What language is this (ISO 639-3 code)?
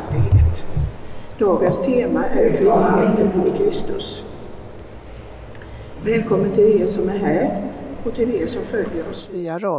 swe